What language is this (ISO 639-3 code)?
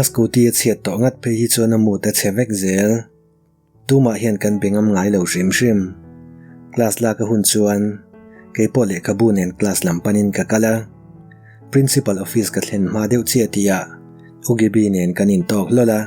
lus